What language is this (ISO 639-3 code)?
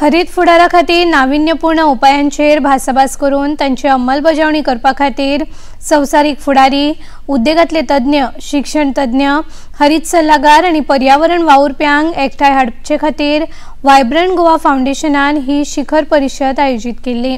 kok